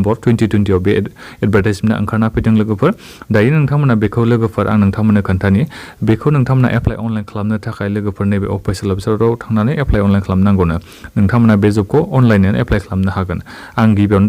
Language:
Bodo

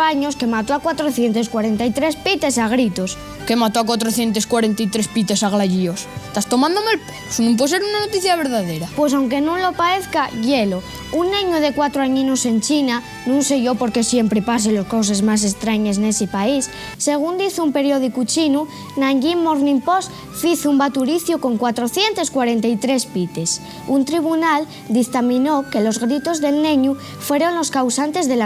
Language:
Asturian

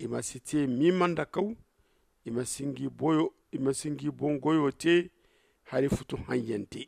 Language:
Zarma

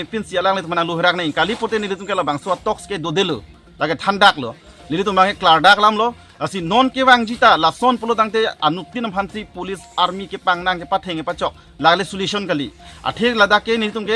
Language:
Karbi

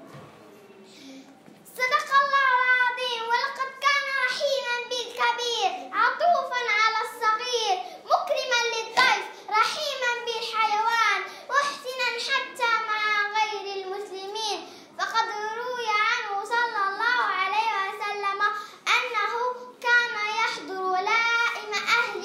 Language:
Arabic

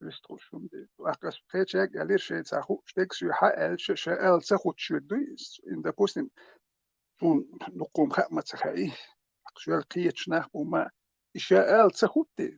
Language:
Chechen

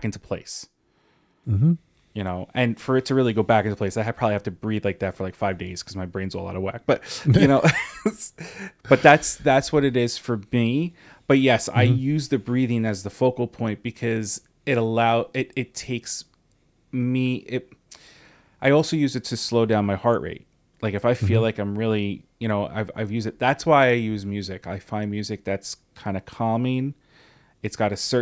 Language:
English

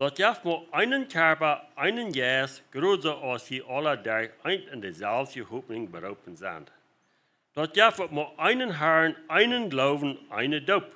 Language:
Plautdietsch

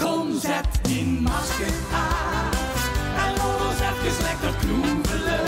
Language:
Limburgish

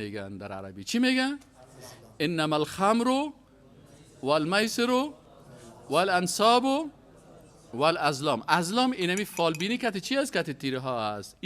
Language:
Persian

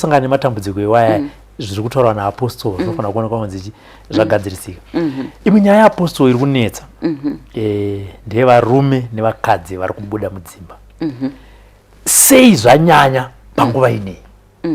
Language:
Shona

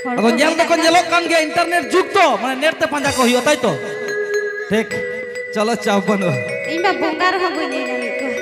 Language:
Santali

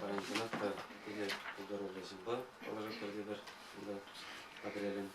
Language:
Chuvash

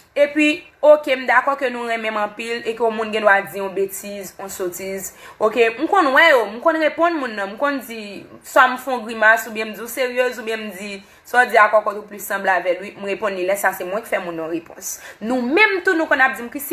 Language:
Haitian Creole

